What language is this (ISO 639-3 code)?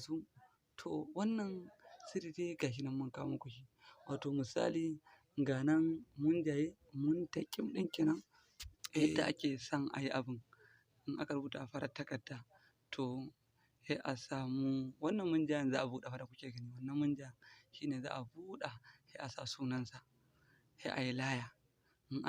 hau